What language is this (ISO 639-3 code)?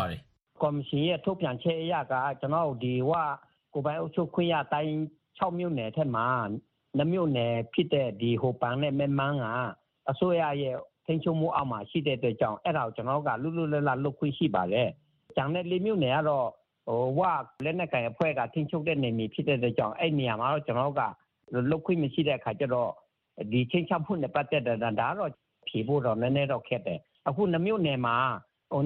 mya